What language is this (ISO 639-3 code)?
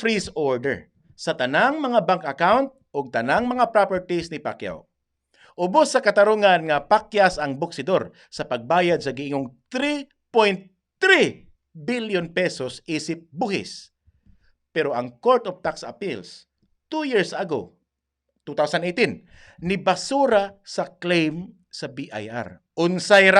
ceb